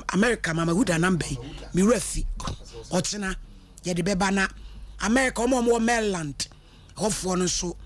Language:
Akan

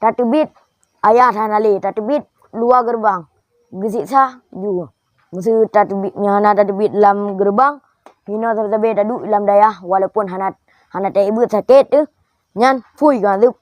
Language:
Achinese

